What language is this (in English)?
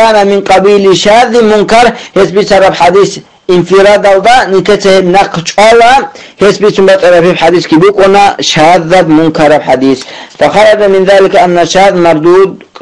Avaric